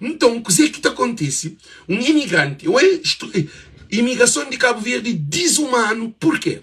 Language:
Kabuverdianu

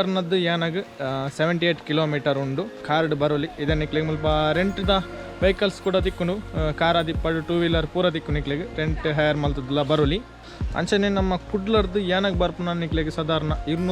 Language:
Tulu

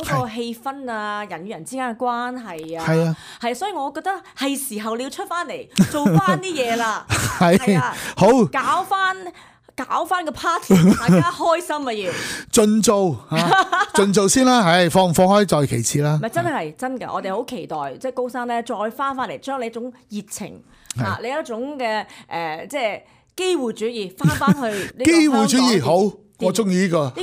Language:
Cantonese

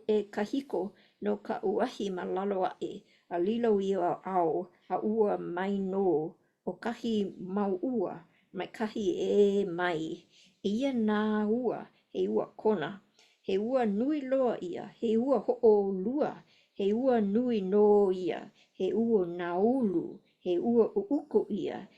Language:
Hawaiian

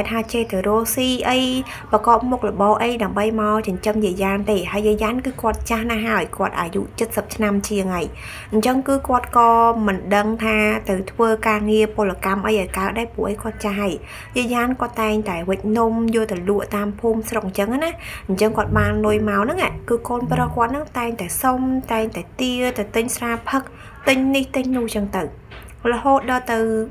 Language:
Khmer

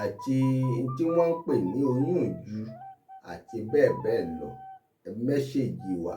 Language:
Yoruba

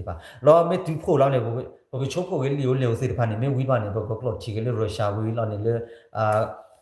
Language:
S'gaw Karen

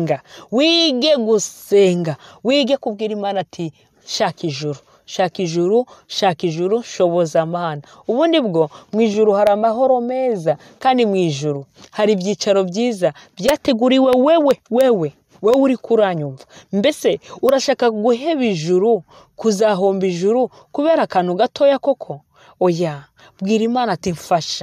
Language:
Rundi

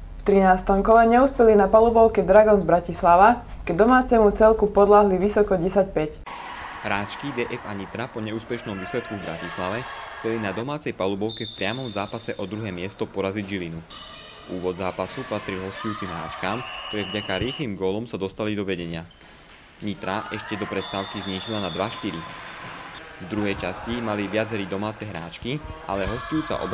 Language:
Slovak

